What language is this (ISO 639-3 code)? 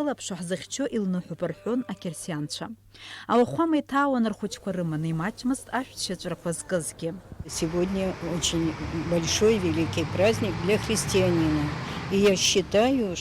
abk